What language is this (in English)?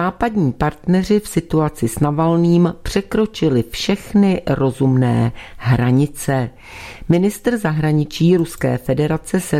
Czech